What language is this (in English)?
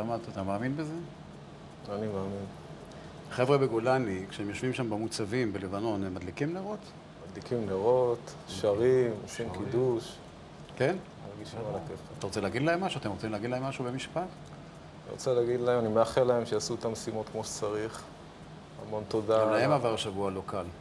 Hebrew